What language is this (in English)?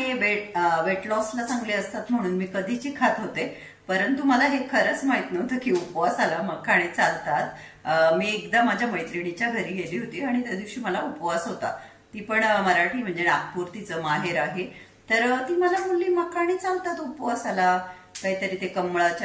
Marathi